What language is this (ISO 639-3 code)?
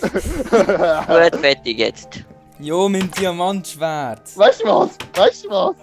gsw